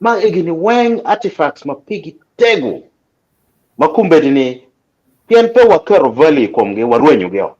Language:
Acoli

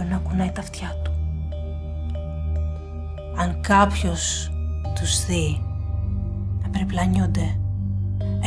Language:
Greek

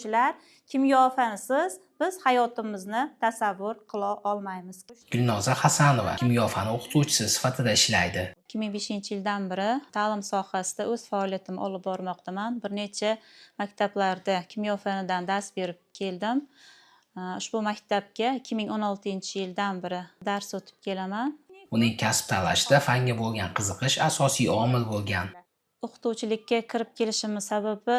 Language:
Uzbek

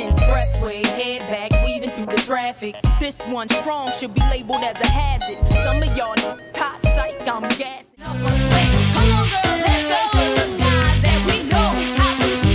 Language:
English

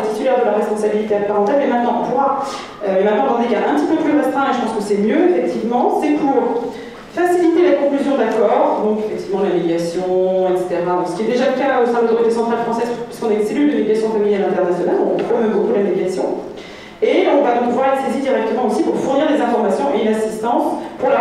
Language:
French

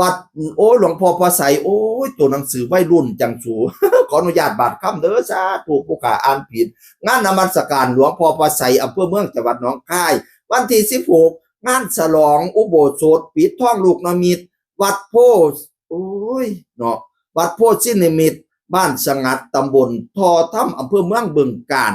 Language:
Northeastern Thai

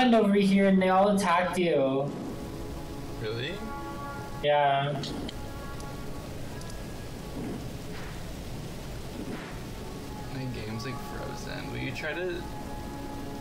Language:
English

